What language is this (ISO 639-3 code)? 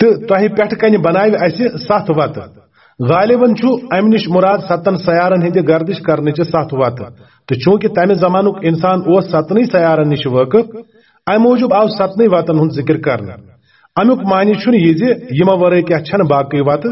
kas